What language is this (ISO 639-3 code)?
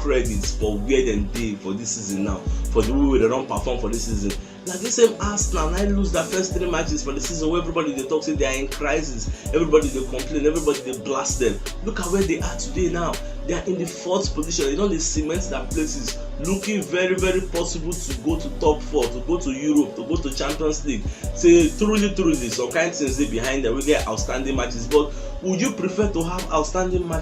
pcm